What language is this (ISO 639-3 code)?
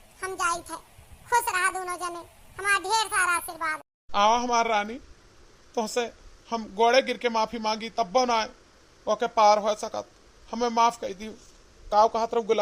awa